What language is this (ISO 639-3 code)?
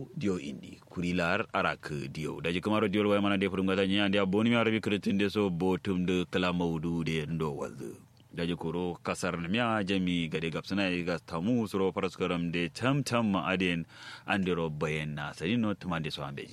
kau